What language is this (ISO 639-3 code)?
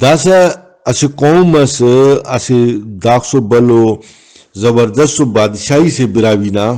brh